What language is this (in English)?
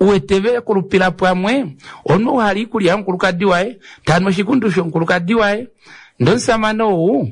Kuanyama